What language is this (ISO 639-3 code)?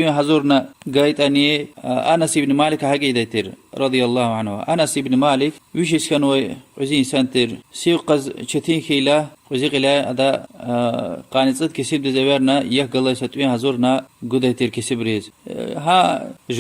lez